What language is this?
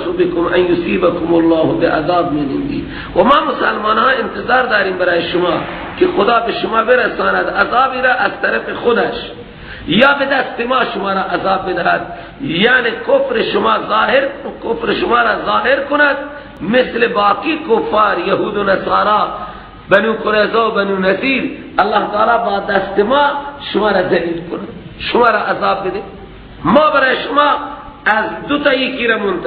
Persian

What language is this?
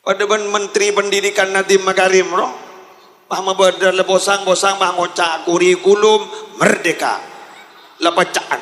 Madurese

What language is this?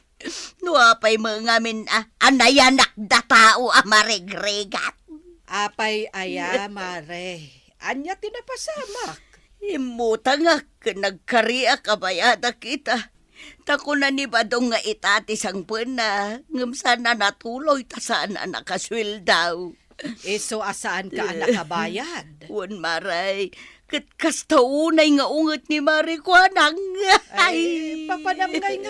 Iloko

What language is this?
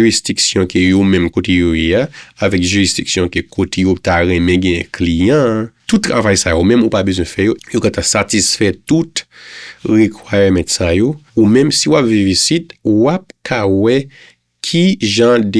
Haitian Creole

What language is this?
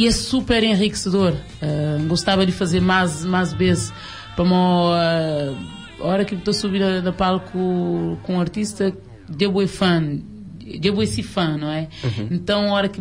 Kabuverdianu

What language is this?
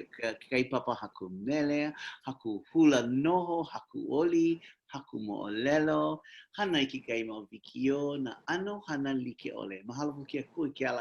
Hawaiian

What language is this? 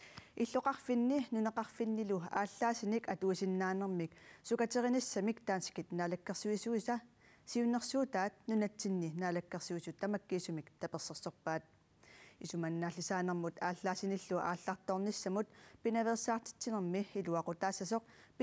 Kalaallisut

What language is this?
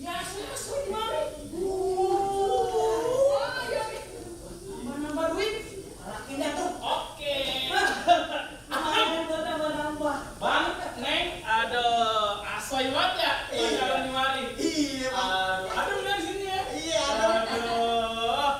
Betawi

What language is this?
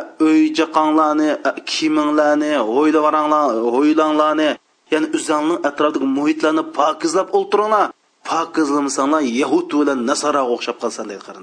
Uyghur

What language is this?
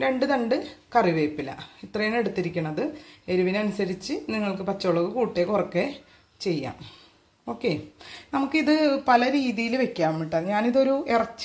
Malayalam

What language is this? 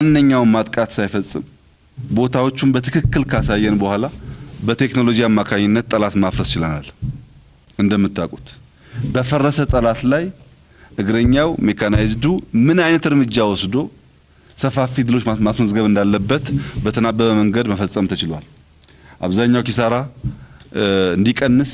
Amharic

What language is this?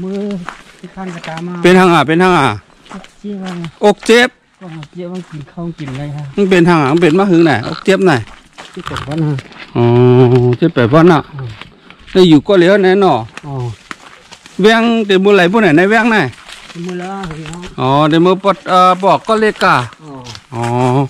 Shan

